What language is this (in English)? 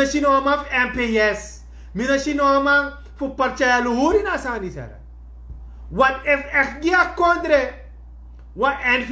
Sranan Tongo